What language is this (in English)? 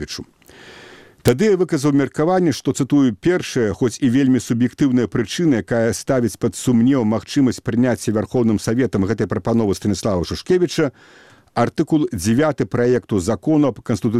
Belarusian